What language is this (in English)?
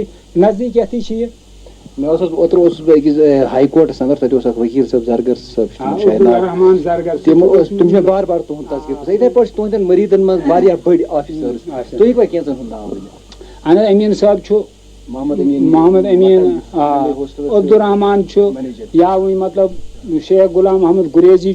Kashmiri